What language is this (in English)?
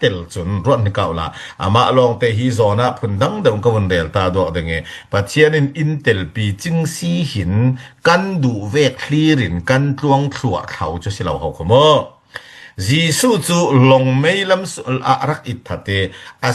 Falam Chin